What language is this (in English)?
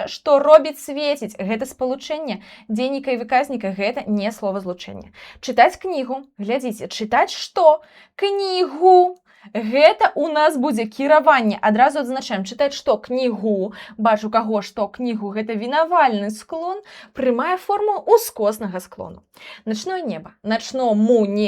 Belarusian